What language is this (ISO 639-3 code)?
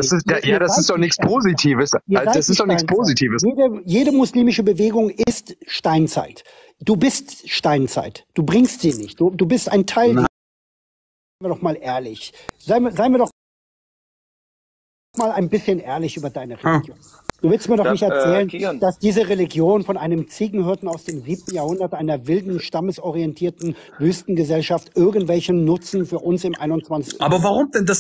deu